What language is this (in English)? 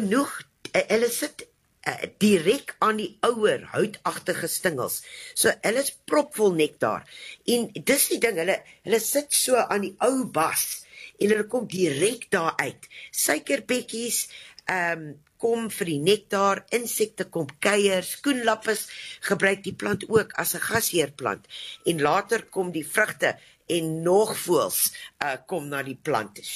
Afrikaans